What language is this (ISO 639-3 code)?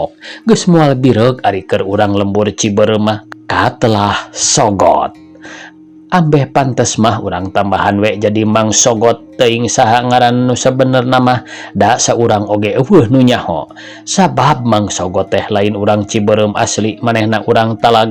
sun